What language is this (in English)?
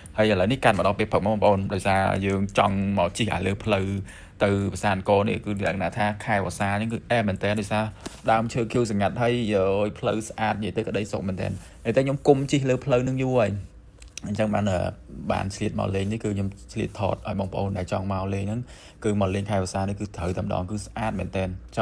Khmer